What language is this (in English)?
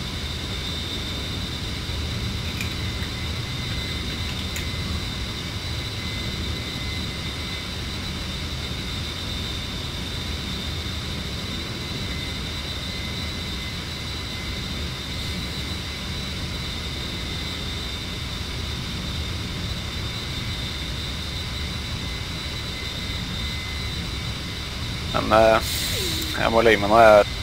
Norwegian